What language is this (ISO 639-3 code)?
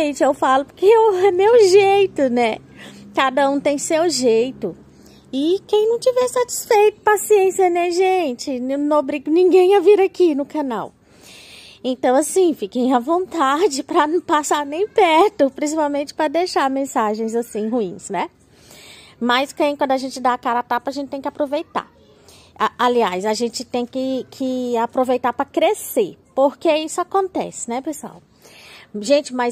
por